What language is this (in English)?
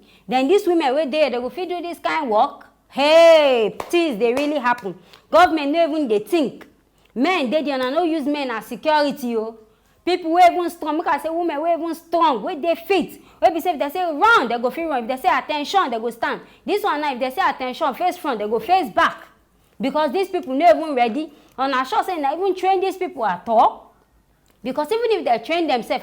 Nigerian Pidgin